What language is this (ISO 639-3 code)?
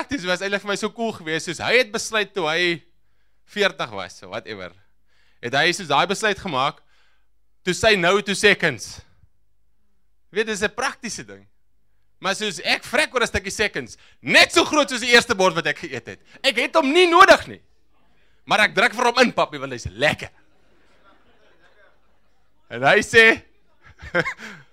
afr